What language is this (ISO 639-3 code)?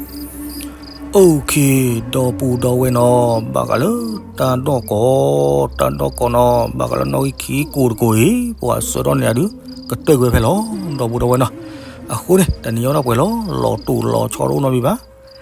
ksw